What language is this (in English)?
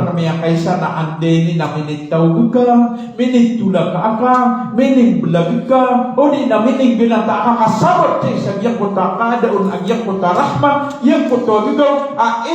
Maranao